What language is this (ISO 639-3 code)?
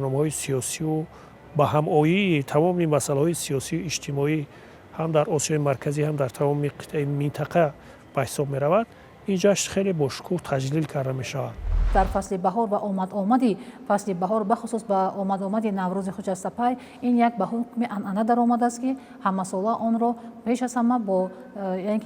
tgk